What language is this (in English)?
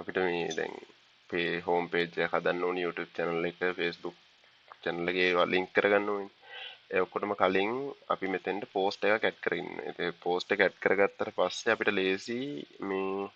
Sinhala